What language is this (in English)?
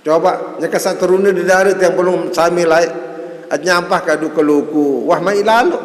Sasak